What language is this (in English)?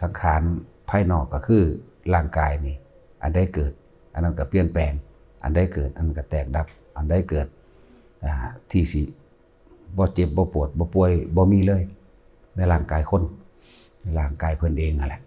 Northeastern Thai